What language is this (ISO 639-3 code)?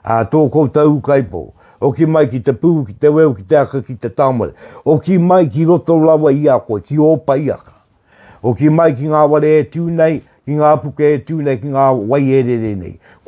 mri